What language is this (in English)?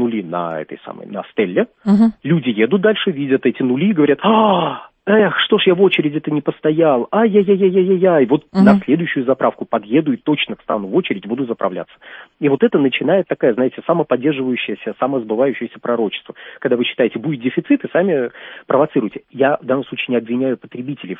Russian